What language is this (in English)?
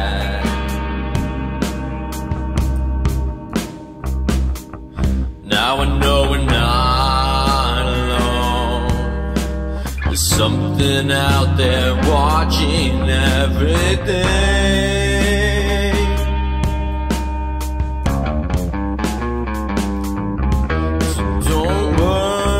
English